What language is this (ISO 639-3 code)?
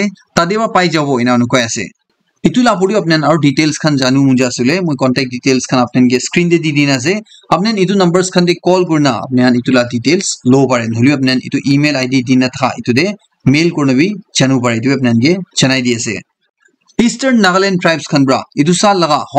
nag